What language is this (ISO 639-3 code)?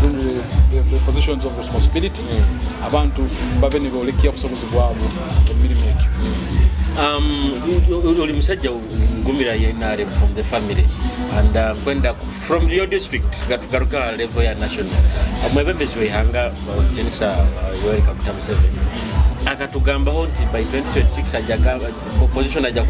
nyo